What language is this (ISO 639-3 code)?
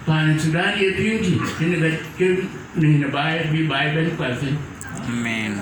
din